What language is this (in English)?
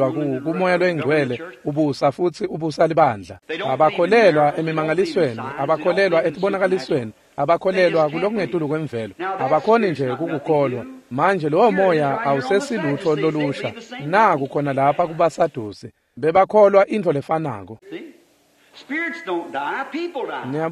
Swati